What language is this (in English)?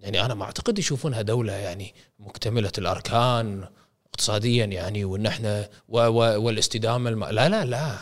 Gulf Arabic